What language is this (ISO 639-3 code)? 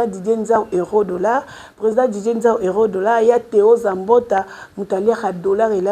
lin